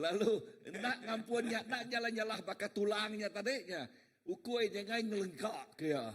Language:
Iban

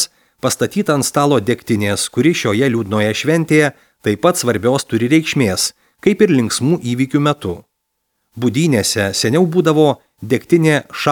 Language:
Lithuanian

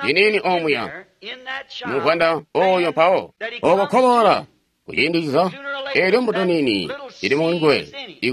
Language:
Tonga (Zambia)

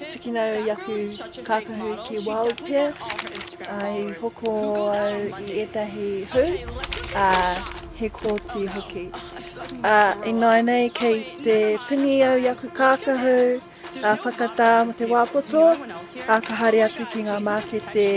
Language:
Māori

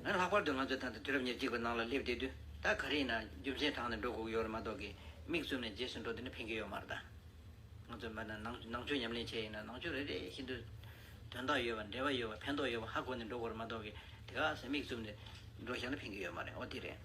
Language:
Tibetan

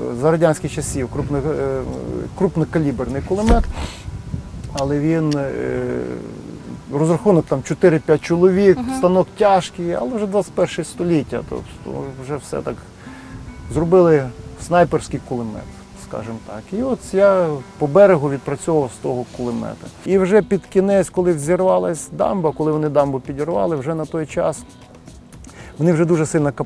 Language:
Ukrainian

